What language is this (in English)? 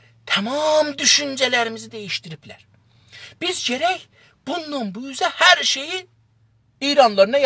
South Azerbaijani